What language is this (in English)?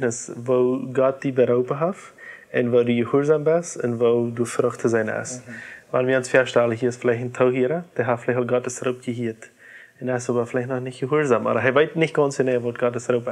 Plautdietsch